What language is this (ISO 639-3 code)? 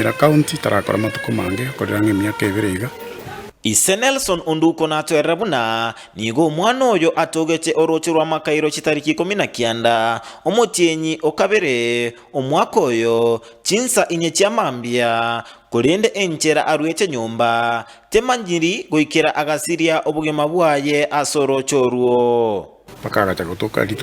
guz